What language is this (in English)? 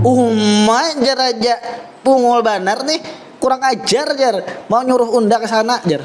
Banjar